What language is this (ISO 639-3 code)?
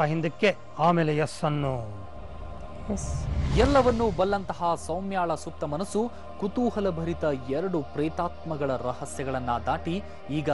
kan